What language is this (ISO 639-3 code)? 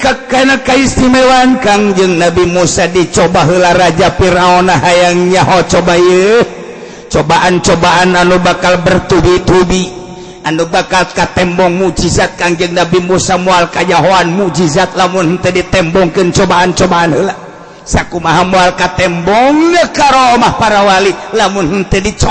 sun